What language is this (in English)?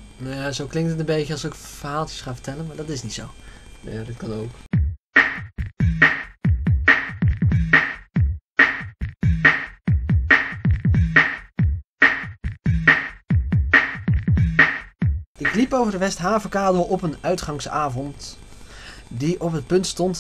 Dutch